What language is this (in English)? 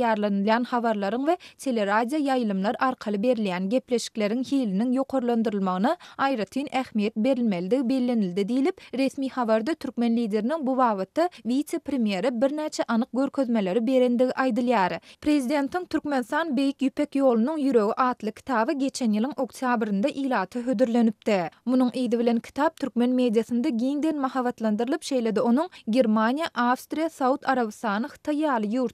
Turkmen